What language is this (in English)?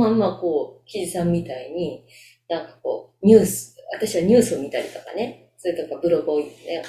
Japanese